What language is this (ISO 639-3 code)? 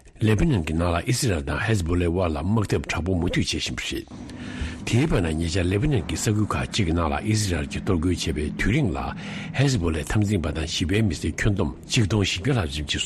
bod